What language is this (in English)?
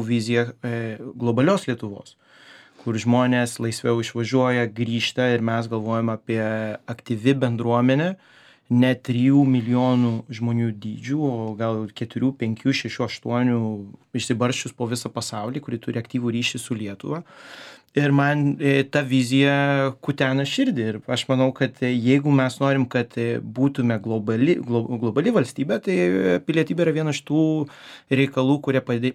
Lithuanian